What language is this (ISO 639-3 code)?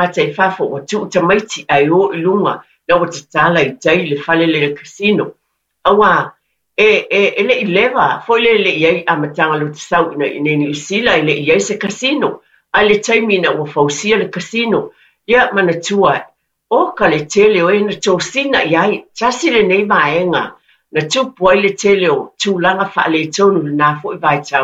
smo